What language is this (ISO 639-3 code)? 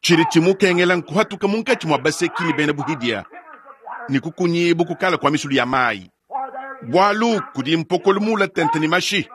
lua